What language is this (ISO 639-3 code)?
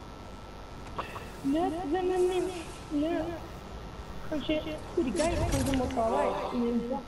nor